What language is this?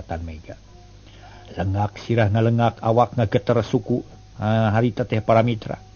Sundanese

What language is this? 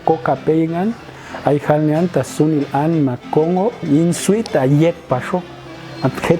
Popti'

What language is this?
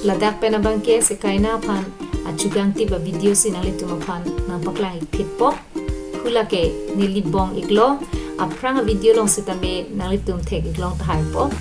Karbi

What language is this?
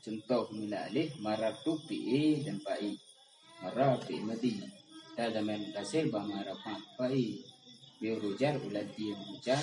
Achinese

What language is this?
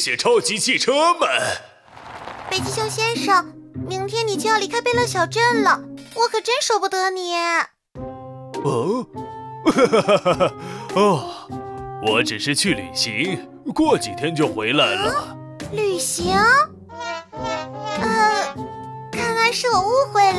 Chinese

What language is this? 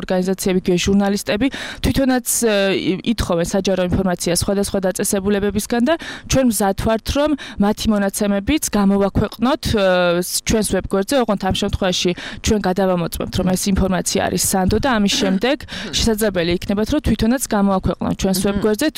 Georgian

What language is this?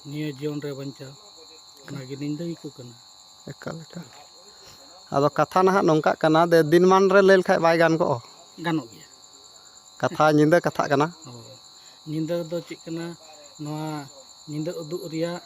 Santali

